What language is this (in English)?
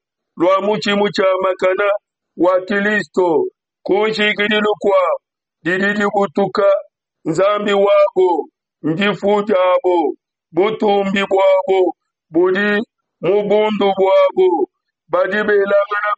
Luba-Lulua